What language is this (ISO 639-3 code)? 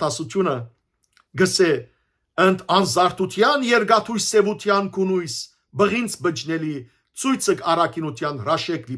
hyw